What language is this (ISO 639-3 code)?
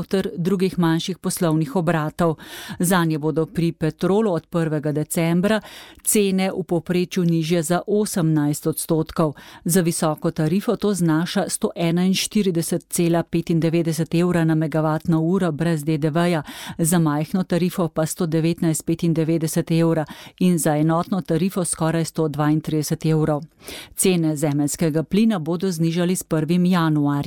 slv